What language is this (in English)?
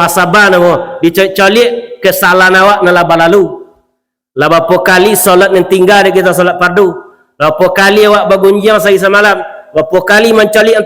Minangkabau